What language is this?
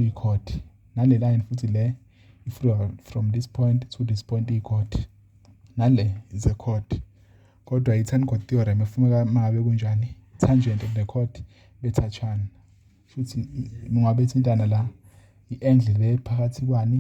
Zulu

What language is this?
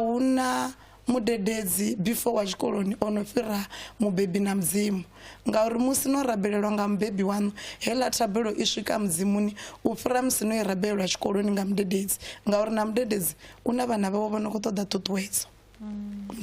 Venda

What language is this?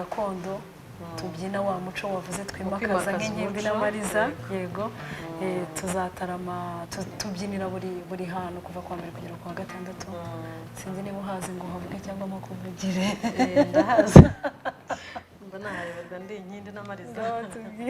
Kinyarwanda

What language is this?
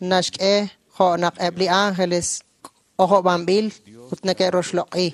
Kekchí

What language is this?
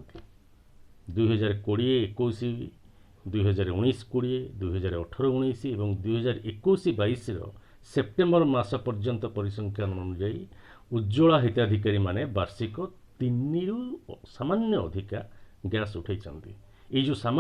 Odia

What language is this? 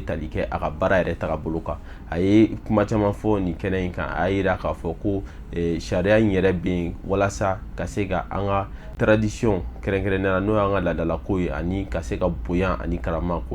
Bambara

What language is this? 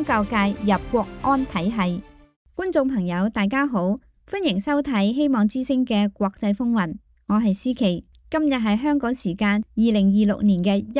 Cantonese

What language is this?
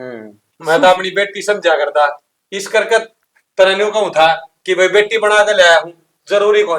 Haryanvi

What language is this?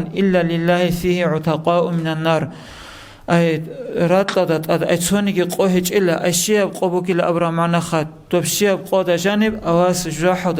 Avaric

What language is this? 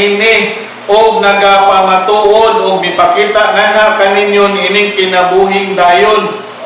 Cebuano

